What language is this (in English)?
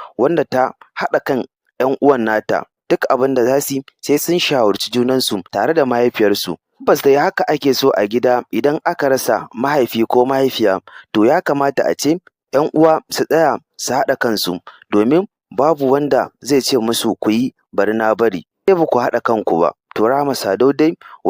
Hausa